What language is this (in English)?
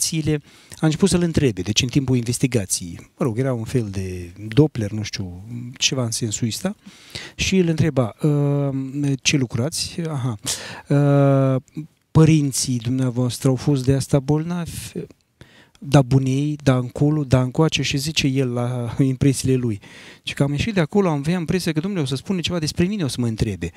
Romanian